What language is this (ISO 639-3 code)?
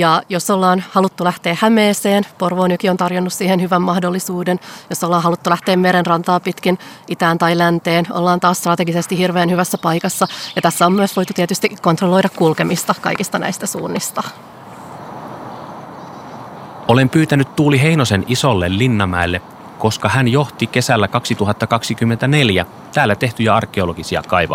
fin